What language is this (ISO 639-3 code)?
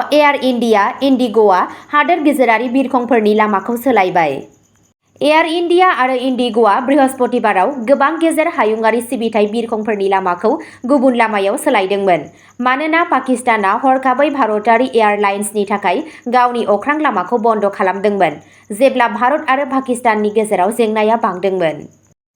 brx